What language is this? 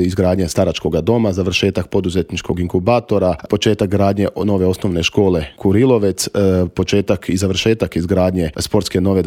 Croatian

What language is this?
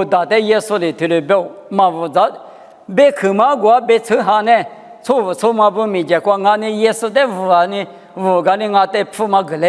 Lisu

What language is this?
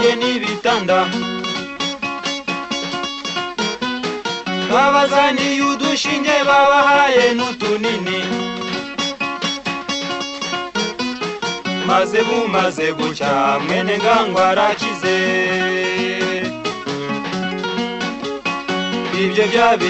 Kinyarwanda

